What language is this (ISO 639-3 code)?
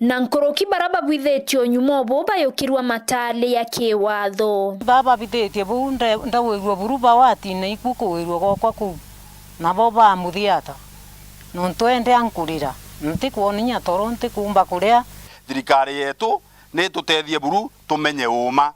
mer